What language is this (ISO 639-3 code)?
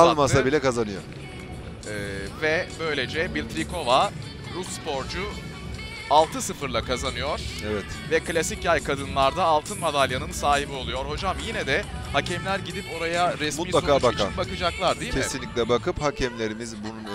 tur